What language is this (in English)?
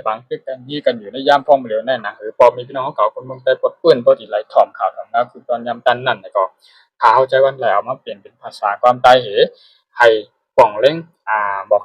Shan